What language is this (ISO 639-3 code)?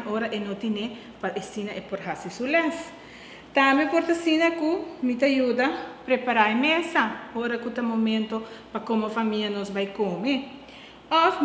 pap